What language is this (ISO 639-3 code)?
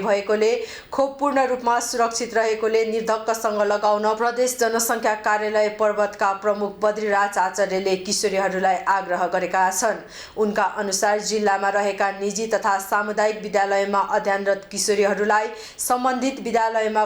nep